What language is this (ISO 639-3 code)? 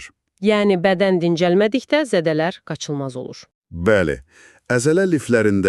aze